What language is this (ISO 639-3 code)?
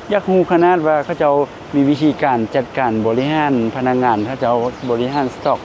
lao